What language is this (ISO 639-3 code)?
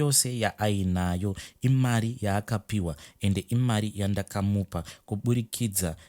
sna